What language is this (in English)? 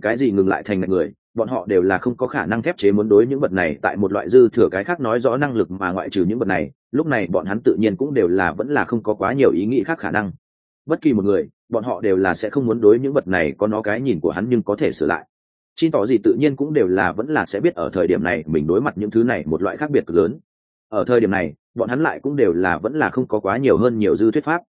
Vietnamese